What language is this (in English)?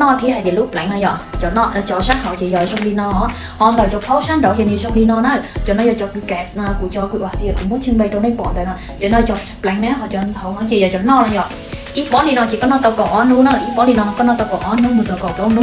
Hmong